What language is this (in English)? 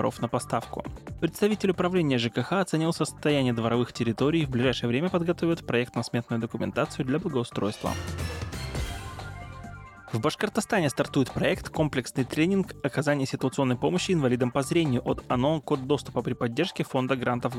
Russian